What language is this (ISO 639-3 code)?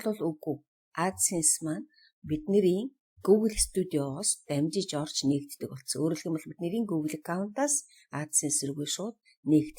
mon